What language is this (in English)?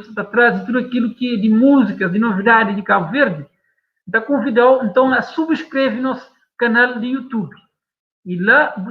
Kabuverdianu